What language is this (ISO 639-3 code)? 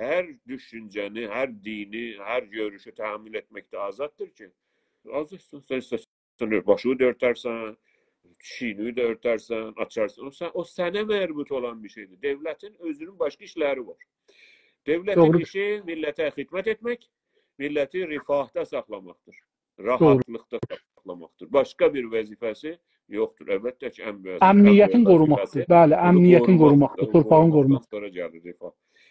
azb